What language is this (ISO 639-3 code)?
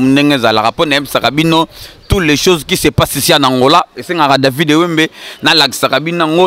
lin